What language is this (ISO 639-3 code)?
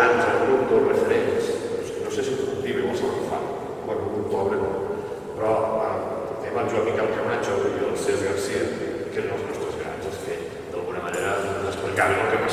cat